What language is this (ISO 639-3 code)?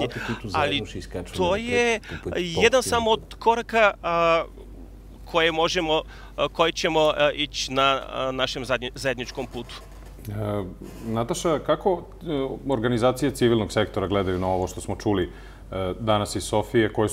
srp